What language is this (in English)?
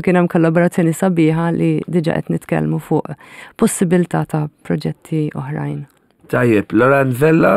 Maltese